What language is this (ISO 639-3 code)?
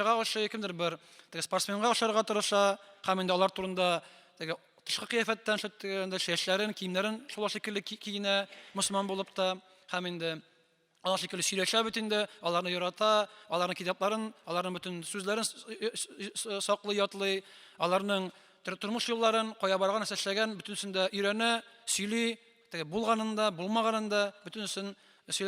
tat